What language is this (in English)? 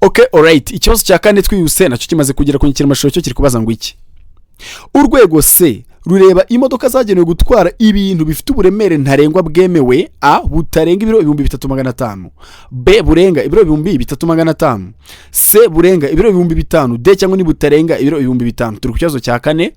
Kinyarwanda